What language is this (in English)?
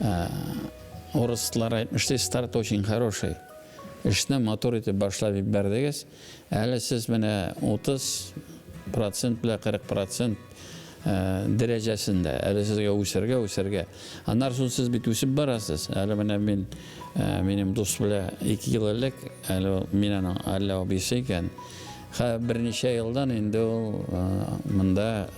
Tatar